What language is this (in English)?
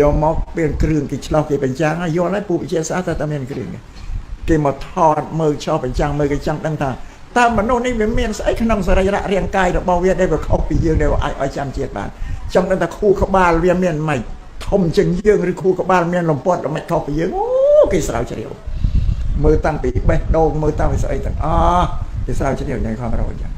Khmer